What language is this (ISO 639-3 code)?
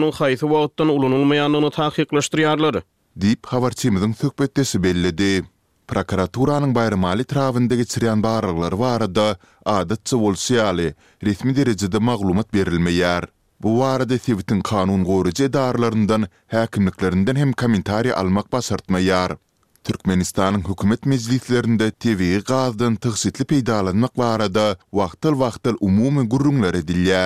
tuk